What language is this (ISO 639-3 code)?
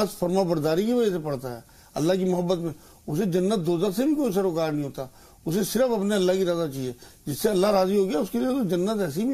urd